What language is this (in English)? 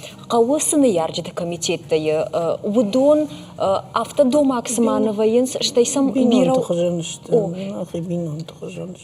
Ossetic